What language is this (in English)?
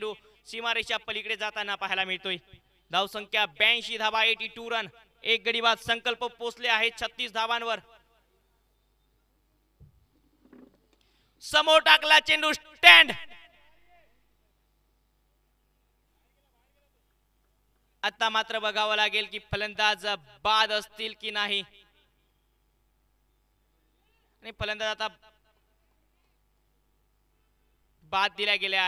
Marathi